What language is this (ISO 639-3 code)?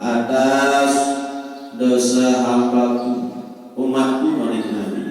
sas